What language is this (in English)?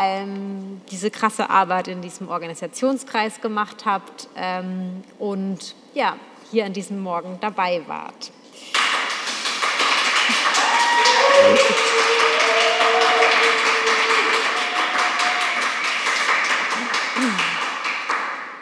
German